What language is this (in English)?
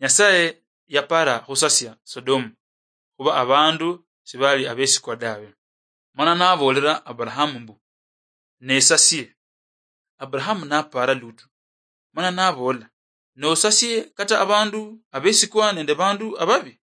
Luyia